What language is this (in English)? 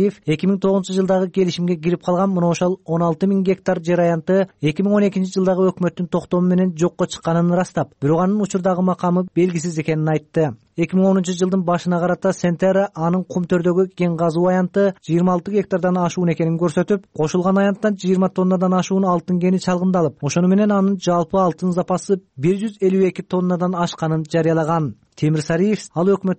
Kyrgyz